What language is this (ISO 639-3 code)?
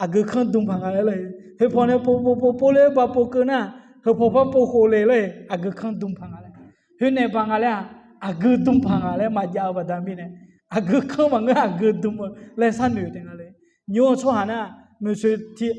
ahk